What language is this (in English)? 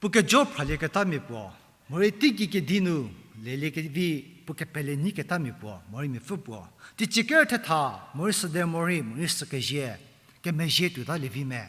Angami Naga